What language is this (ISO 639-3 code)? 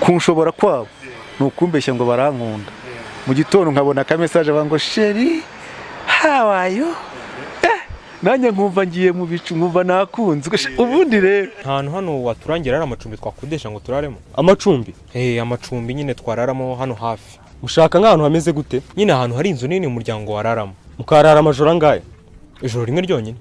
kin